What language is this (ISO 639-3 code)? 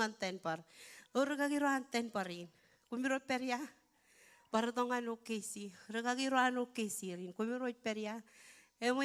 mah